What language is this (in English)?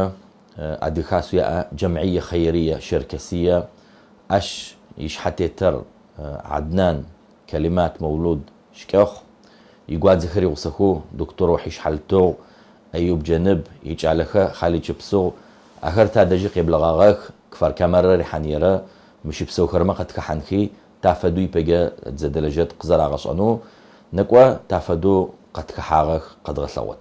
Adyghe